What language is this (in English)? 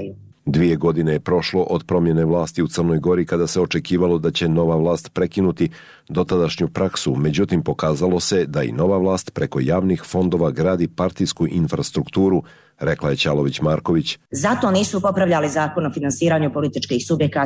Serbian